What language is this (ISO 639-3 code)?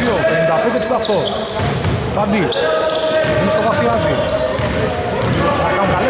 ell